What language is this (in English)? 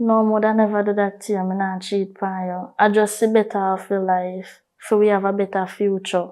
Jamaican Creole English